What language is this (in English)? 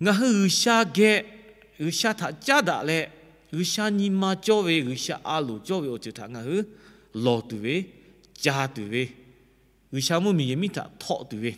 Lahu